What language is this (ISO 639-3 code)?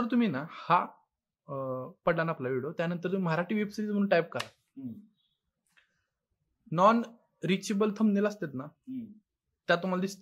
mar